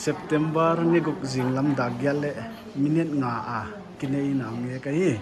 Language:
Paite Chin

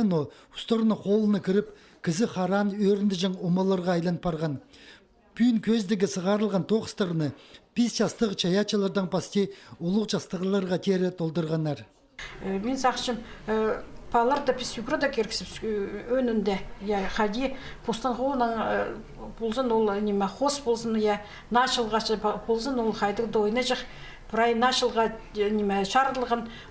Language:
Khakas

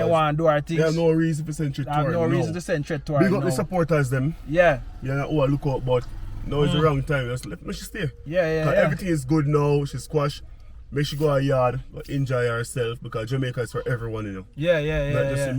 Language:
Jamaican Creole English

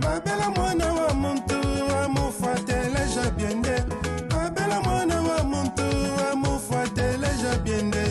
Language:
Luba-Lulua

